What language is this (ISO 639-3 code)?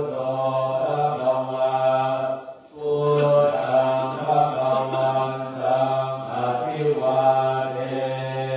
pli